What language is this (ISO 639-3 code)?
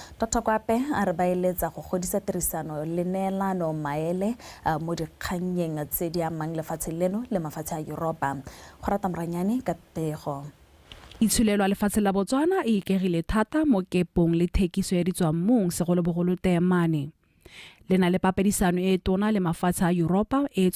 tsn